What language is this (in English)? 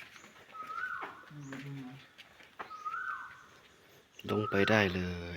Lao